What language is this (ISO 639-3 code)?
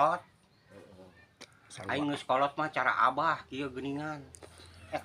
sun